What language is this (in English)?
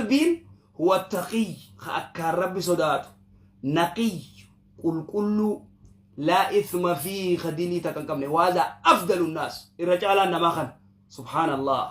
Oromo